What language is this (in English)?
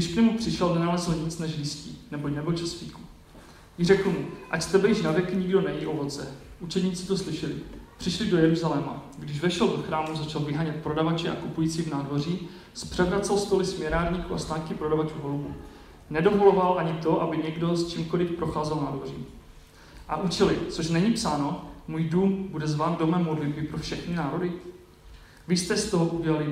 Czech